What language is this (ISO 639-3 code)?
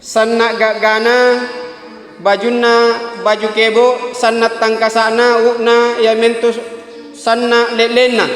mak